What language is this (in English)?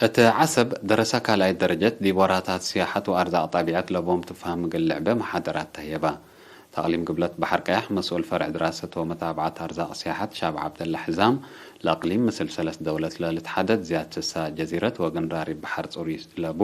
Tigre